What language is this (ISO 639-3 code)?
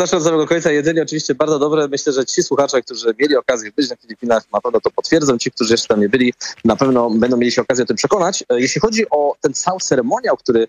pol